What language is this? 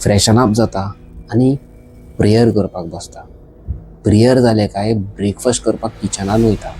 Konkani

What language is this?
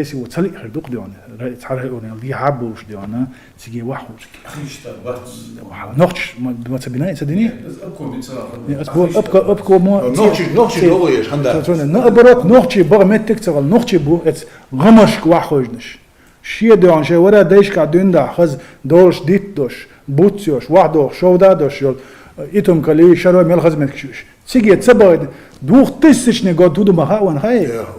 Chechen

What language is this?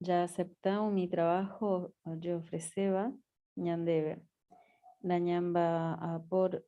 Guarani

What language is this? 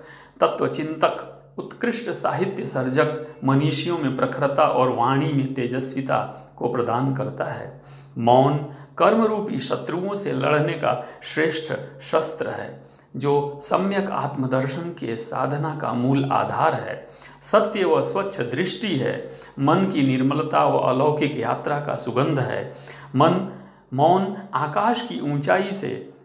Hindi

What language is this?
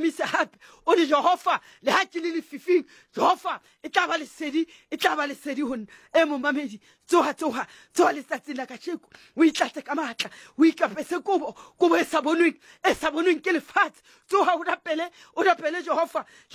Southern Sotho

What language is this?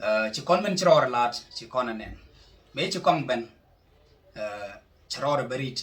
Nuer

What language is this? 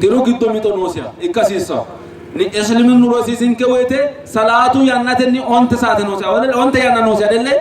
Sidamo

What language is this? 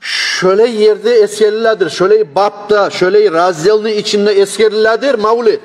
Kumyk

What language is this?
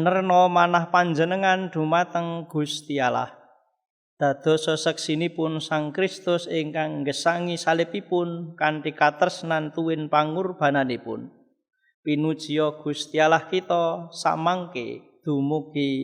Javanese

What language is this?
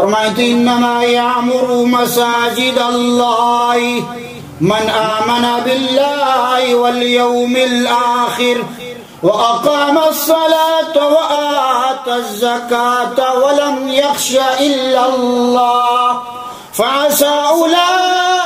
Baluchi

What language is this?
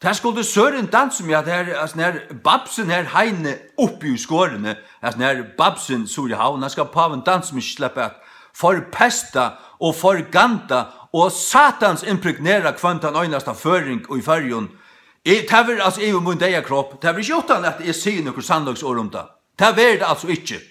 Faroese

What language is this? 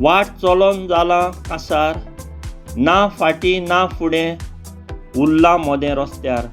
Konkani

